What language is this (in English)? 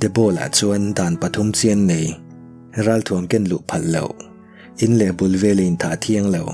Mizo